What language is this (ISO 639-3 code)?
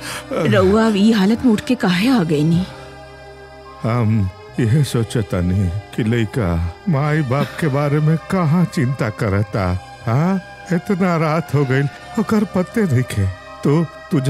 bho